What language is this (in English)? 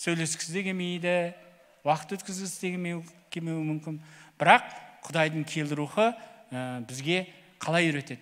Kazakh